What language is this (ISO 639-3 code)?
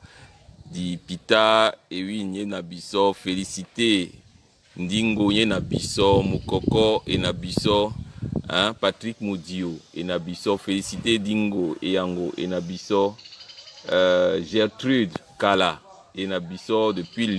dua